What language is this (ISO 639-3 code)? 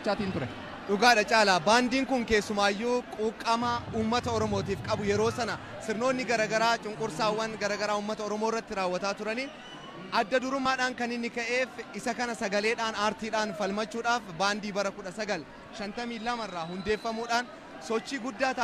orm